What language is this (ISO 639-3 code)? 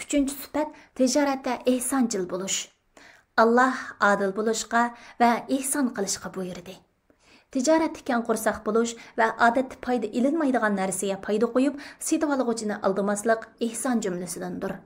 uig